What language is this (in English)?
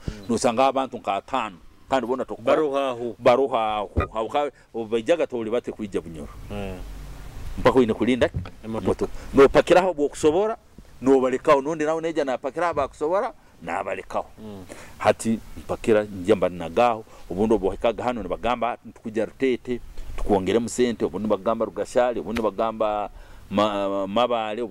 Nyoro